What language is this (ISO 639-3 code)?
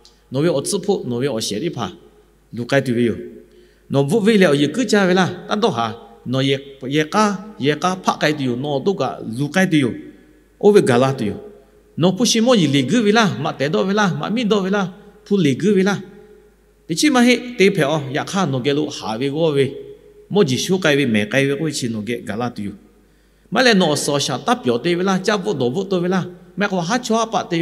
lhu